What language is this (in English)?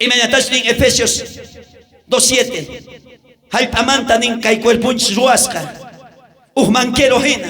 South Bolivian Quechua